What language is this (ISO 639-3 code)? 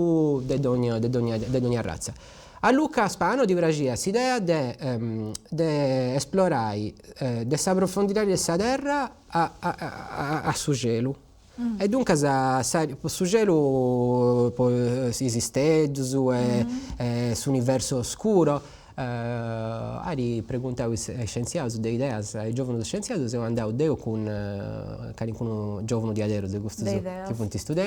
srd